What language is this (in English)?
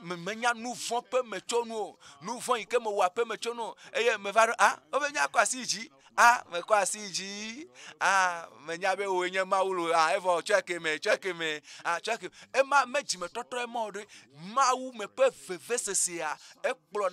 Ewe